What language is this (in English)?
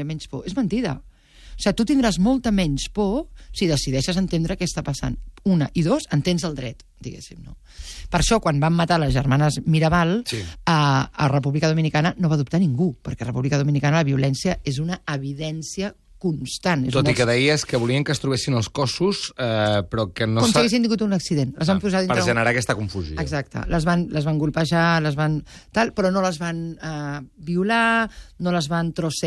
Catalan